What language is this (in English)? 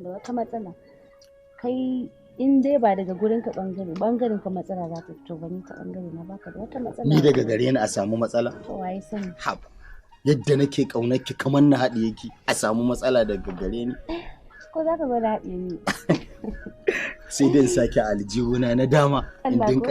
Hausa